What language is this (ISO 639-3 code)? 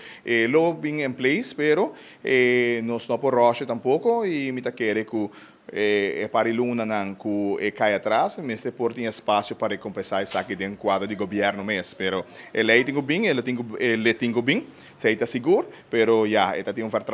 pap